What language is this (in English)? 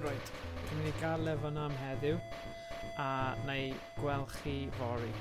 Welsh